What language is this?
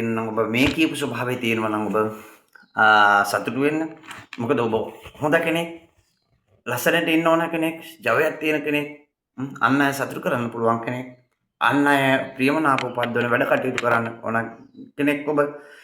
Sinhala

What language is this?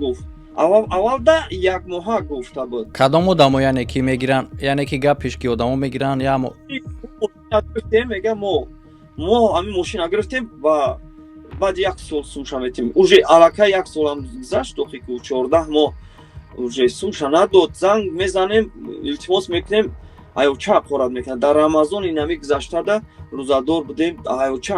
Tajik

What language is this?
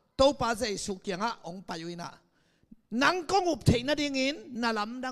Tedim Chin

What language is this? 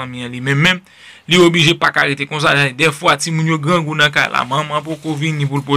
Haitian Creole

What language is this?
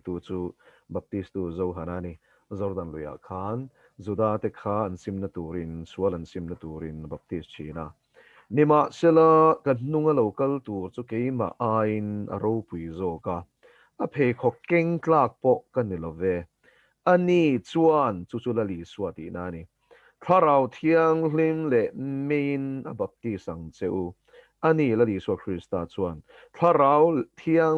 Mizo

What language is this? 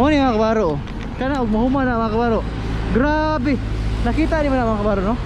Cebuano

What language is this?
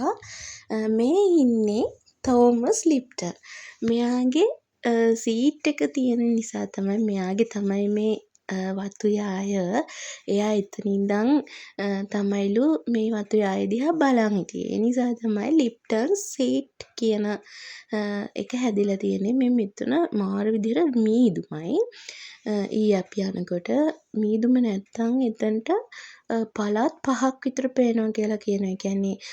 Sinhala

